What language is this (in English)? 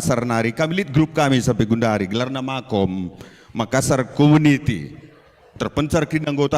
Batak Karo